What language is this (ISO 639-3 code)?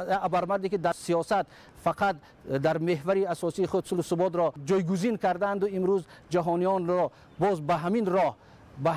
tgk